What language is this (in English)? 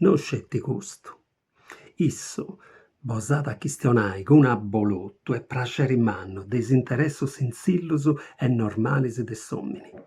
Sardinian